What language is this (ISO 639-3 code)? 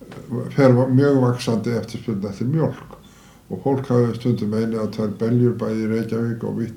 isl